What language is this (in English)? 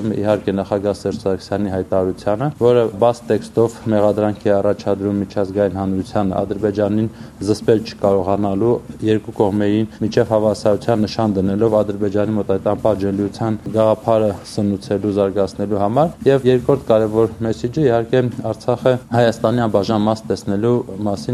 Armenian